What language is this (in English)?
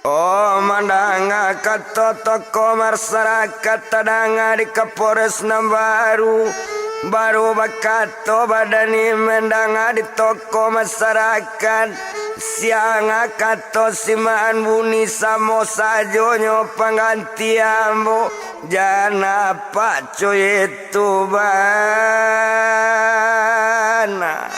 Minangkabau